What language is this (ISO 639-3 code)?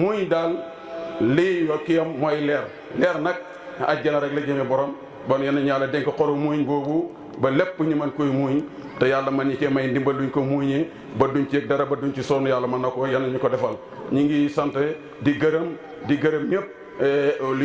wol